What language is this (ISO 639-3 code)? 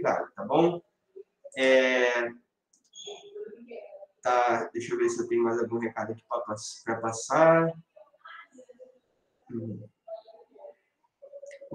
por